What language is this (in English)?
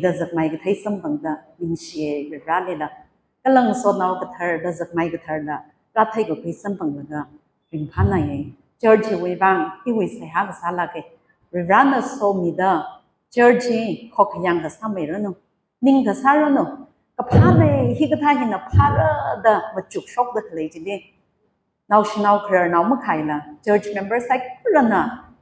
Tangkhul Naga (India)